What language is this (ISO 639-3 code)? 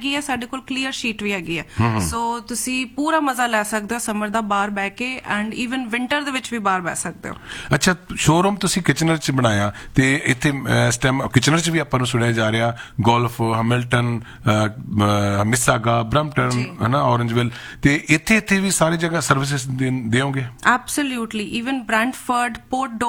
pan